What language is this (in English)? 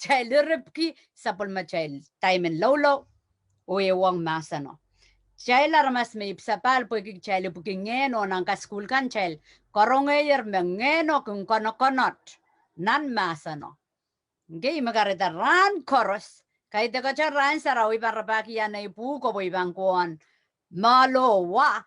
Pohnpeian